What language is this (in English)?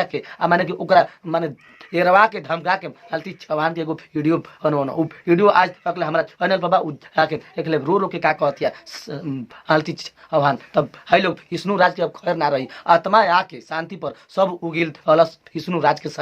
Bhojpuri